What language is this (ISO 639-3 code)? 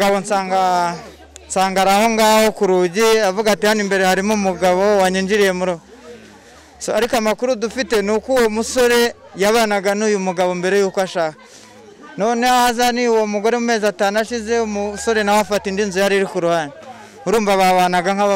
kin